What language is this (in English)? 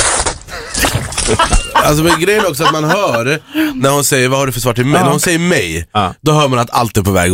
Swedish